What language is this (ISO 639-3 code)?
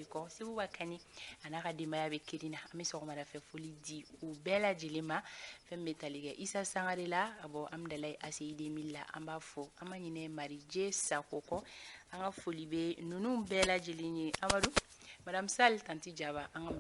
bam